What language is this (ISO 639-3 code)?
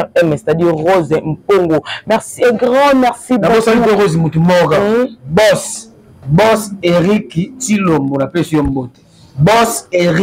lin